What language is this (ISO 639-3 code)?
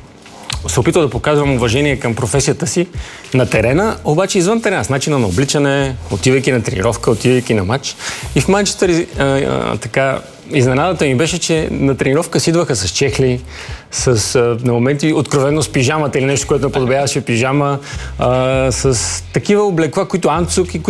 bul